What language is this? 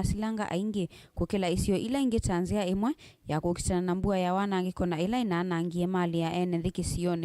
Kamba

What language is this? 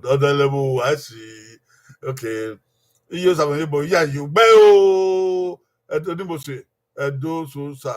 Bini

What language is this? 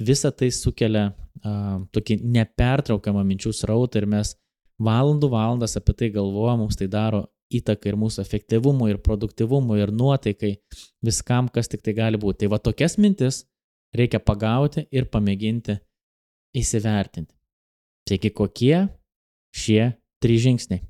Lithuanian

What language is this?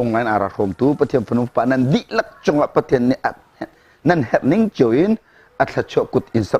Hakha Chin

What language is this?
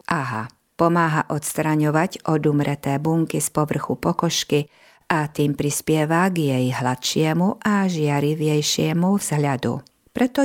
Slovak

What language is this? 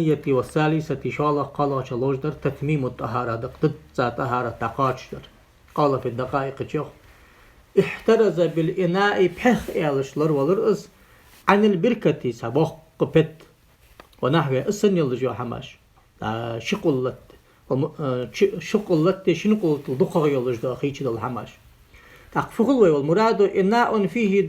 Ingush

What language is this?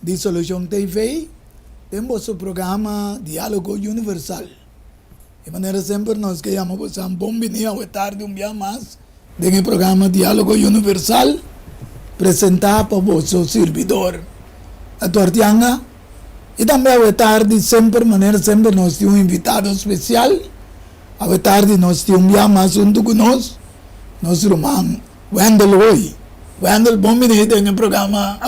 Papiamento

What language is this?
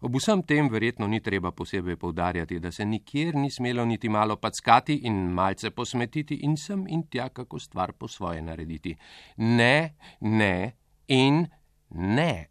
Slovenian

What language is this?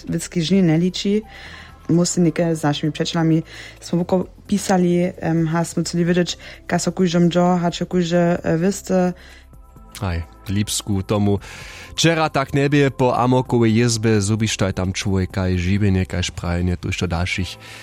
Upper Sorbian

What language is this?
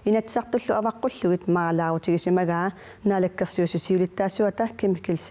Kalaallisut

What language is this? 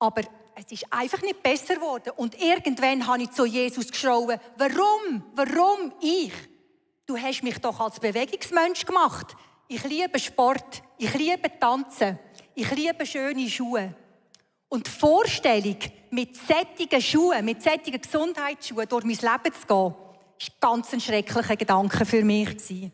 Swiss German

